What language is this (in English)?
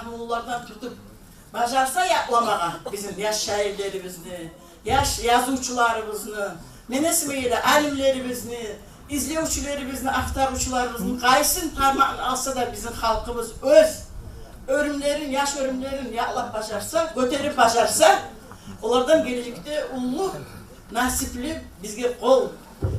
Kumyk